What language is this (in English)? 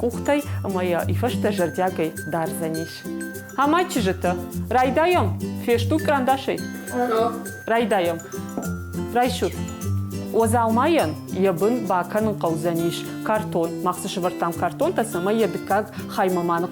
Ossetic